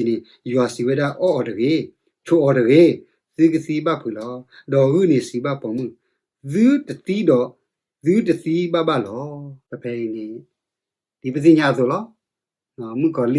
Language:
S'gaw Karen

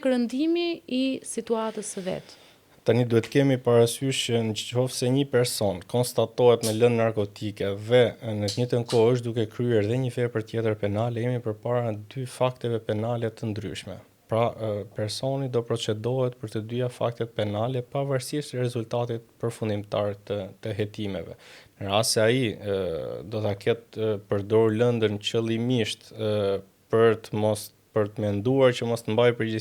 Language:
Albanian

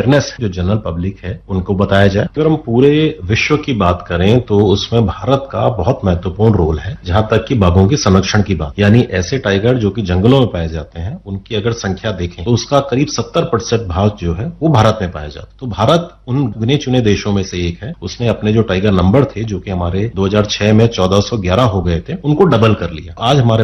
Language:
Hindi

